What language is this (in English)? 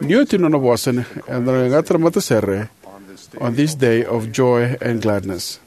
Fijian